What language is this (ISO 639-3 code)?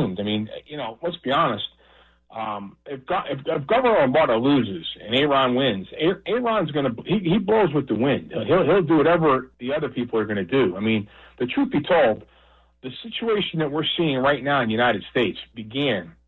eng